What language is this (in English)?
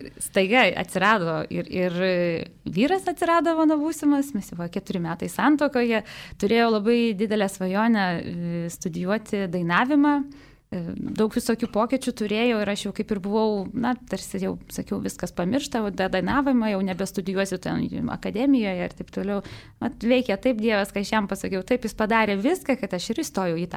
Lithuanian